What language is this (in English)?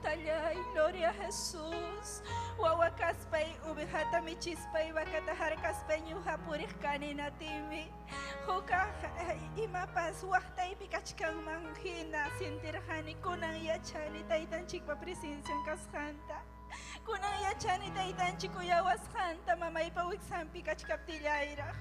Ayacucho Quechua